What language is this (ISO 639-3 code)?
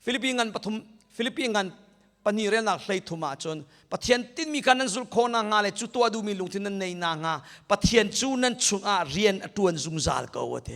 cnh